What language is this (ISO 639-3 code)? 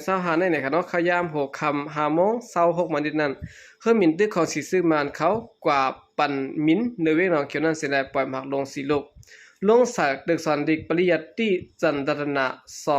shn